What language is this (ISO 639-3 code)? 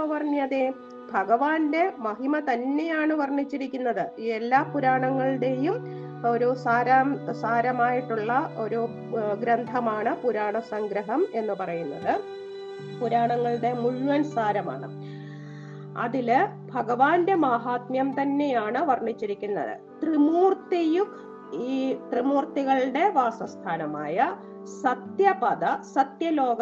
mal